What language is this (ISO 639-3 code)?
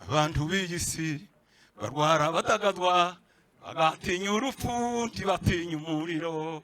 kin